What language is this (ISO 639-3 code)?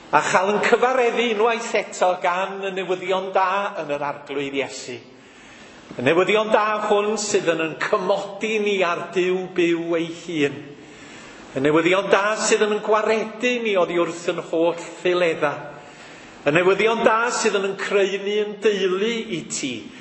cym